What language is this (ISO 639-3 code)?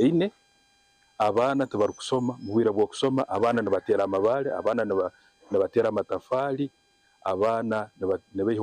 nyn